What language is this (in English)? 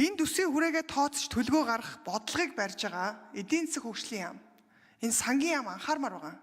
Mongolian